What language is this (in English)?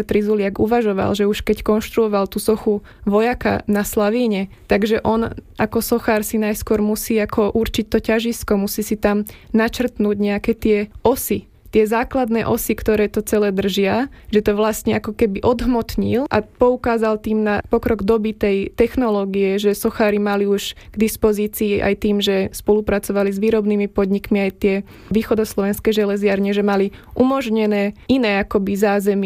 Slovak